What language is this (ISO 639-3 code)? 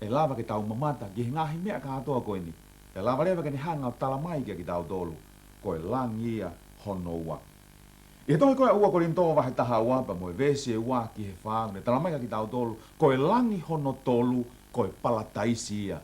ton